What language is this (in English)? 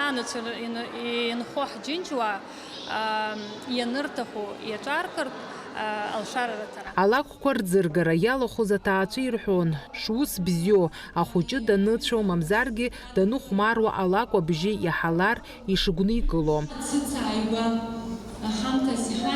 Abkhazian